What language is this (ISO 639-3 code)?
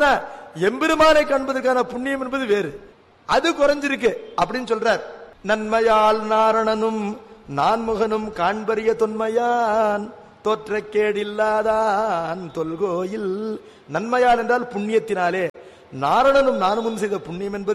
tam